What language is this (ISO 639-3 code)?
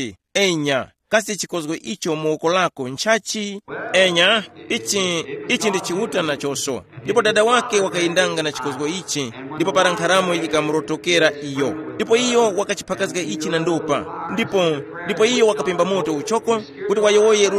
tum